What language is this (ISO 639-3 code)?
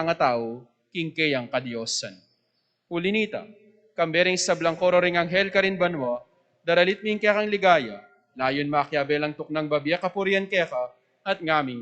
pam